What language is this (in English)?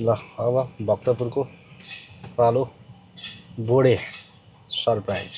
Nepali